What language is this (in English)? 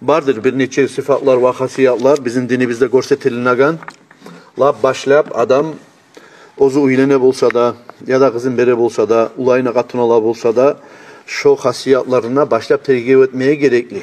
Kumyk